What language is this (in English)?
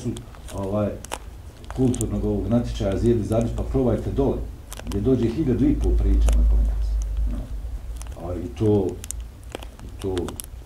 Bosnian